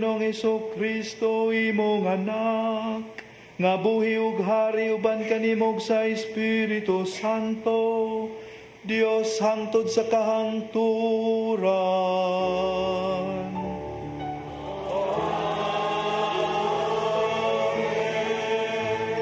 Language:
Cebuano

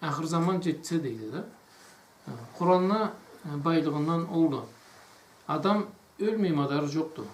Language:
Karachay-Balkar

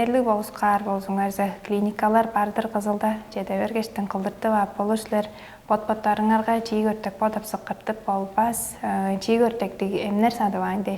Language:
Tuvinian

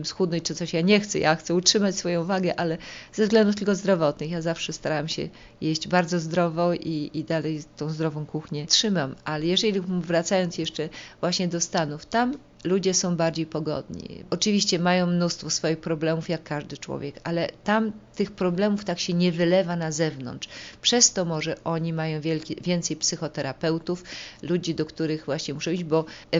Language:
Polish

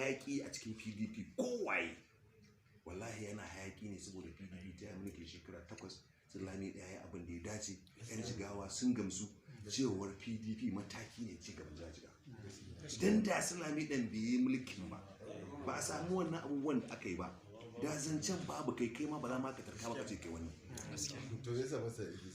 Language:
Hausa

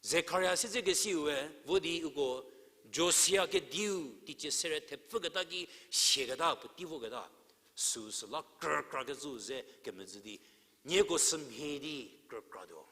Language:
Angami Naga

